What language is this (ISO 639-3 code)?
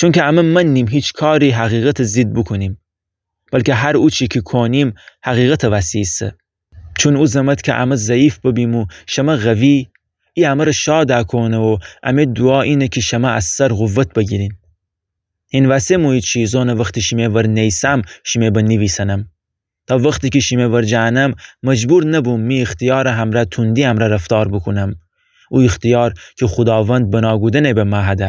glk